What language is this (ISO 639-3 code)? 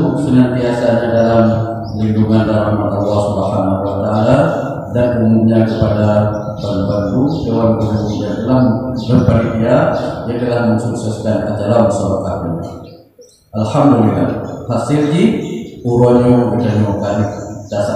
ace